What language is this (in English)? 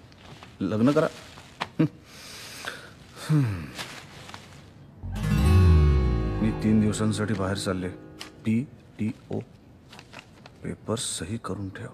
Marathi